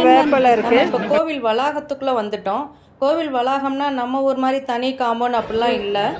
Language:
Tamil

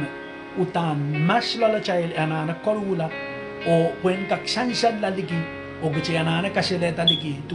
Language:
Pohnpeian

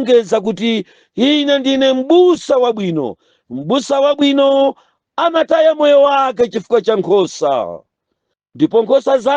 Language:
Nyanja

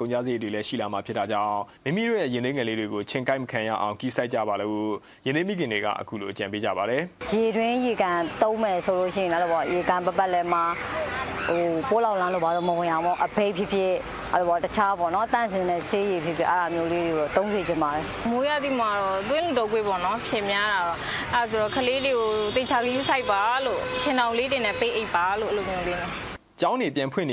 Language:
Burmese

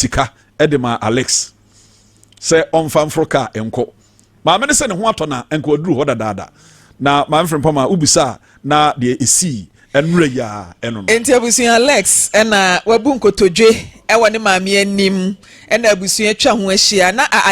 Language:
Akan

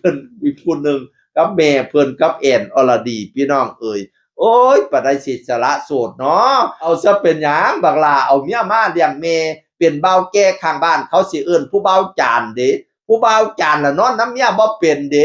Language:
Northeastern Thai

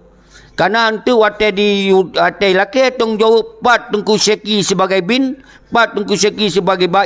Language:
Achinese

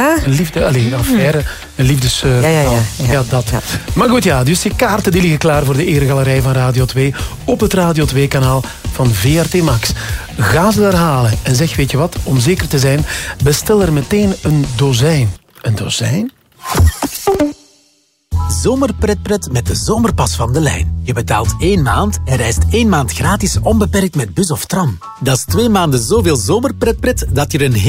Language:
Dutch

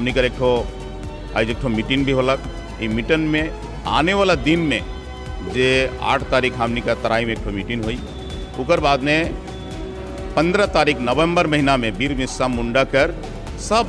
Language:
Sadri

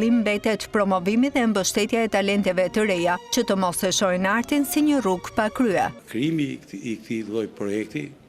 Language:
Albanian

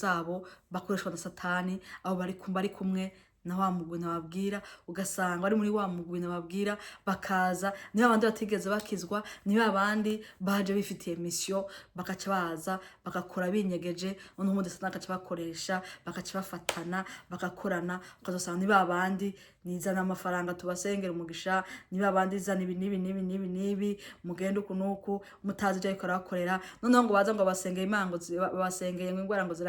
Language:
Rundi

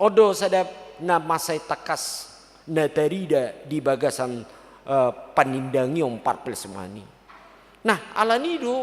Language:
Batak Toba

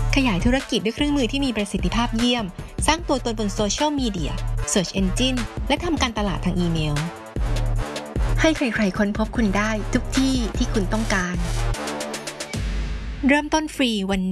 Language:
Thai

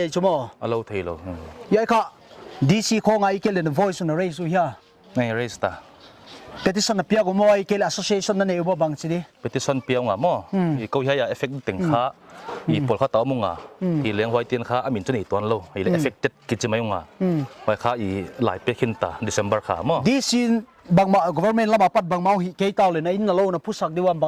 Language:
Paite Chin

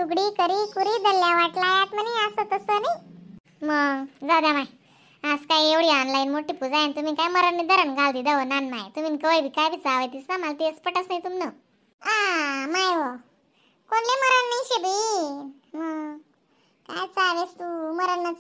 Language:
Khandesi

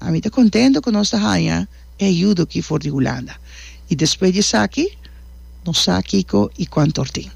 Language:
Papiamento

